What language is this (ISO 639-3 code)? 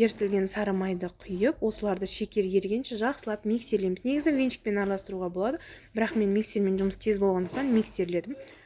kaz